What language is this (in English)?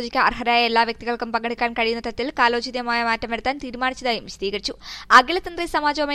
Malayalam